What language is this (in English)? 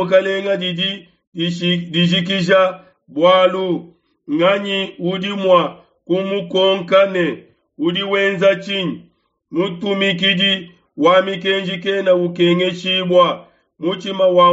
Luba-Lulua